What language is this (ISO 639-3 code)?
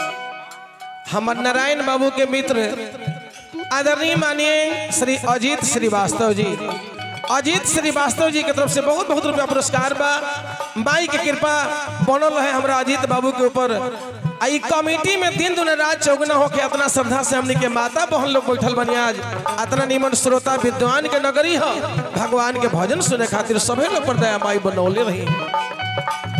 bho